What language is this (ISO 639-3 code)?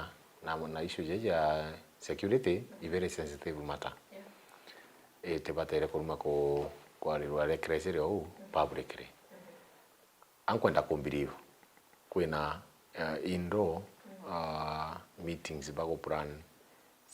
mer